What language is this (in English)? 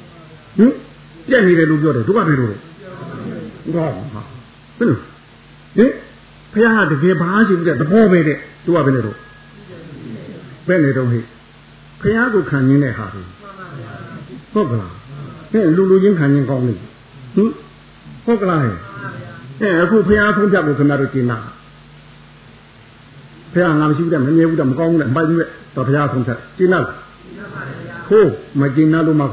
Burmese